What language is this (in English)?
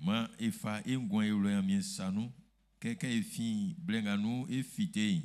Baoulé